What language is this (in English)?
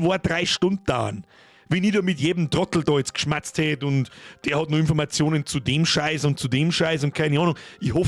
Bavarian